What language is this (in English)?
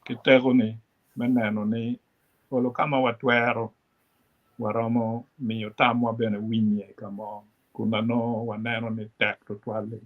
Acoli